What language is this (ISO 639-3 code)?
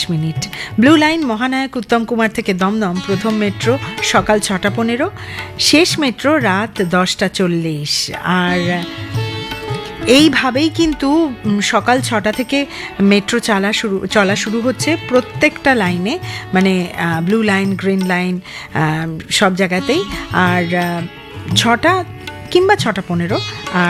ben